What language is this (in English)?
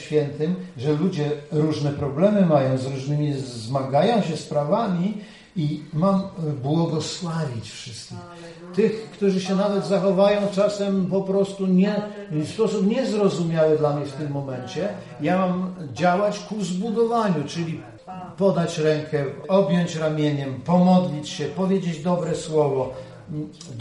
Polish